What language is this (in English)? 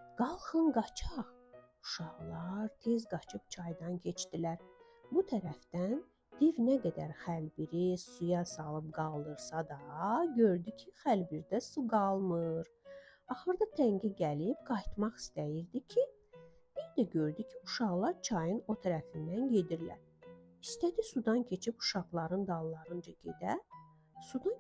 Azerbaijani